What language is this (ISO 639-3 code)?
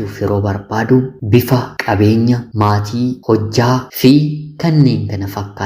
orm